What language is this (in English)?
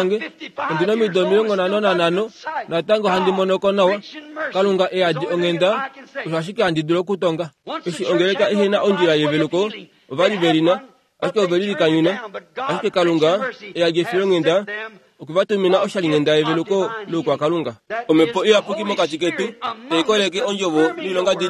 Kuanyama